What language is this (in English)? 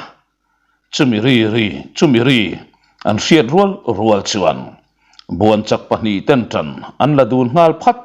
Mizo